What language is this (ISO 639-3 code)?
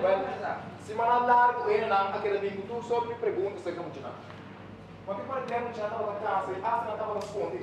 pap